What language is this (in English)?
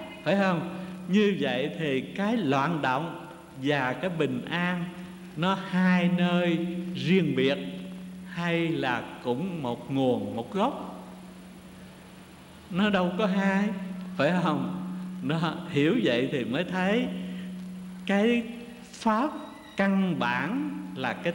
Vietnamese